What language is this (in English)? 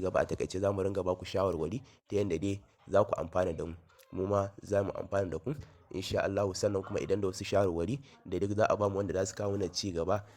Hausa